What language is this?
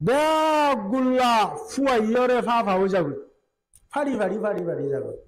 Rohingya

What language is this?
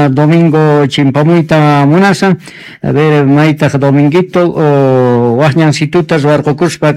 Quechua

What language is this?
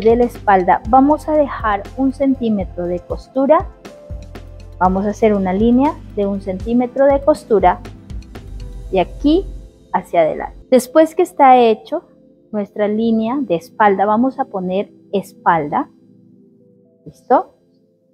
Spanish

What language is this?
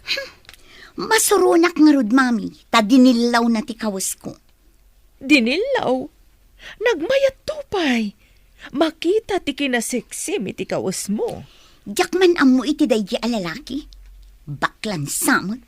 Iloko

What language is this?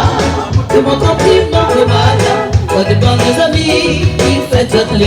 Réunion Creole French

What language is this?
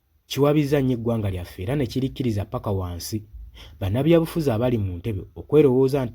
Ganda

